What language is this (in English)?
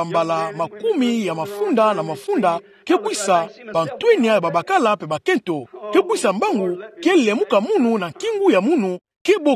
Kituba (Democratic Republic of Congo)